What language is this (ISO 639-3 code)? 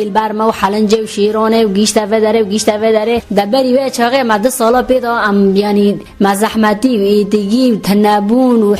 kur